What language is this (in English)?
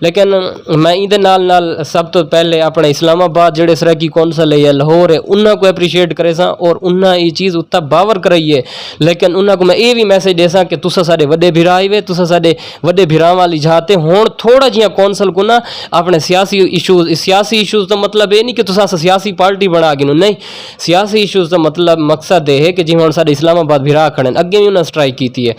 Saraiki